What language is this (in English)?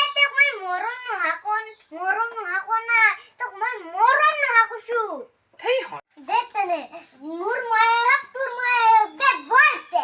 Assamese